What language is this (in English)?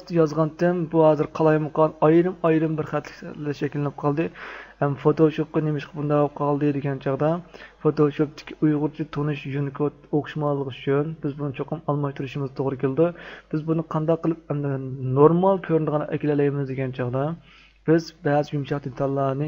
Uyghur